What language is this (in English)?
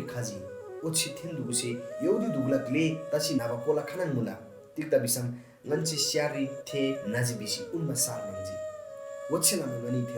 Eastern Tamang